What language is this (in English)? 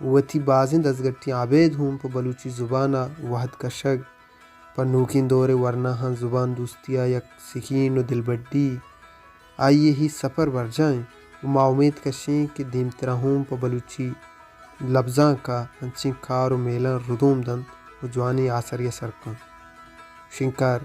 Baluchi